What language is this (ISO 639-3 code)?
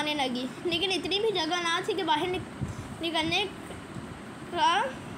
urd